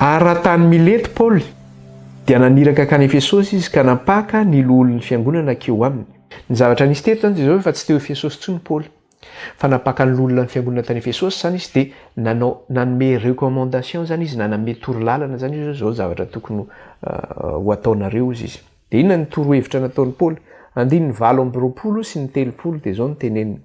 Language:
Malagasy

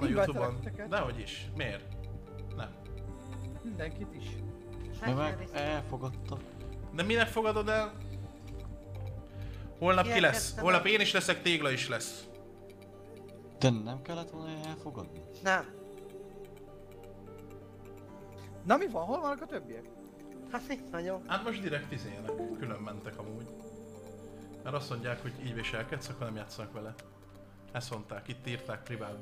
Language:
Hungarian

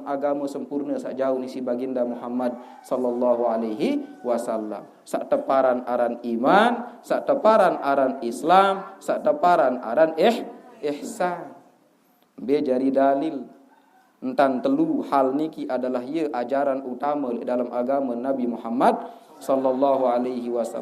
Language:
Sasak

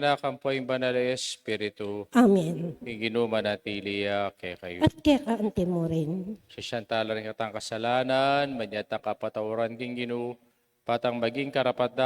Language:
Pampanga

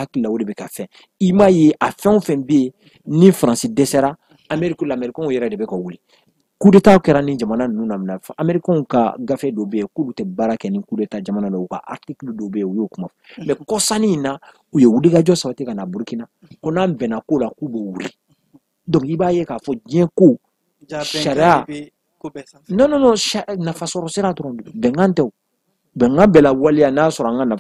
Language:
Bambara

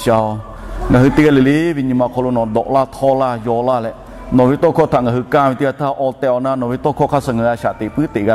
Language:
Lahu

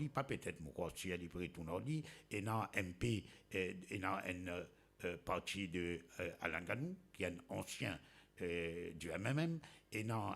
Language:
Morisyen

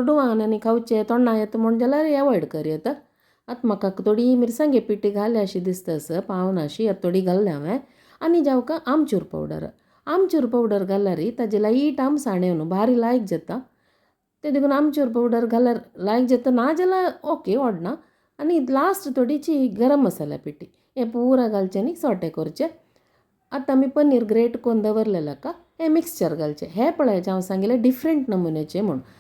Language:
Konkani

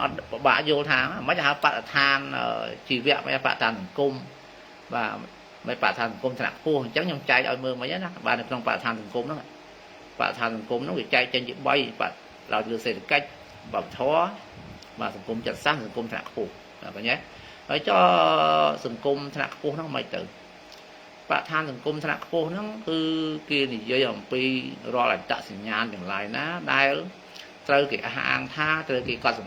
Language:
Khmer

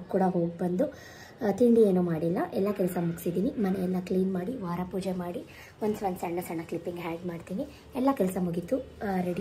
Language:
Kannada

